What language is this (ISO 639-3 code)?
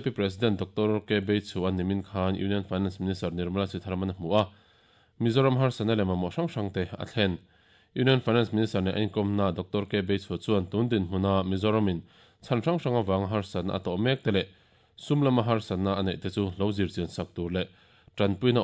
lus